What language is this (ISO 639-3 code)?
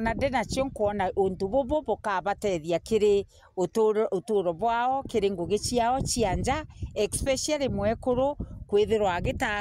mer